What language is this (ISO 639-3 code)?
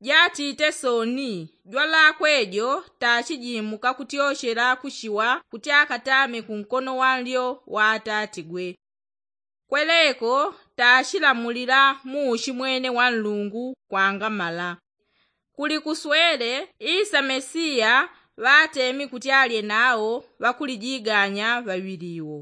yao